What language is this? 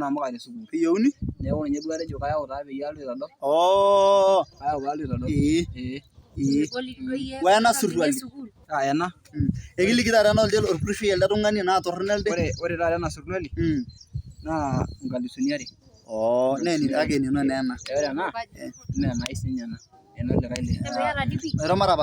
Masai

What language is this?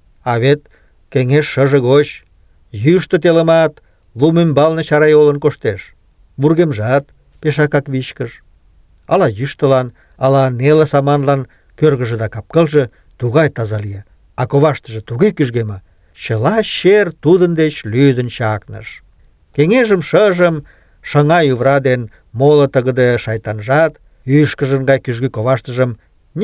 Mari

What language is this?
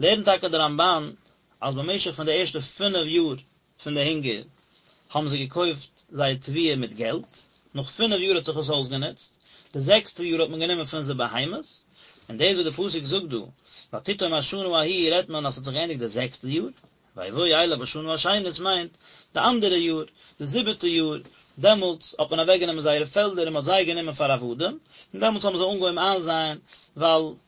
Yiddish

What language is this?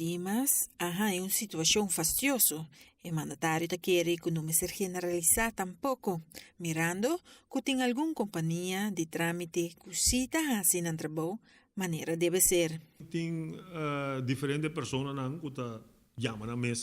Papiamento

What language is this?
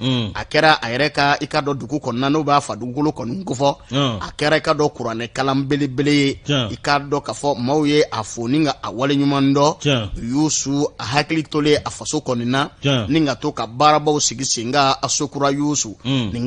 Bambara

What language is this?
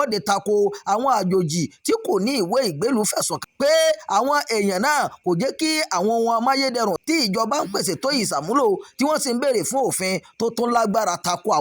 Yoruba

